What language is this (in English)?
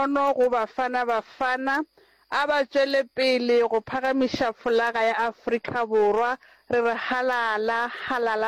Northern Sotho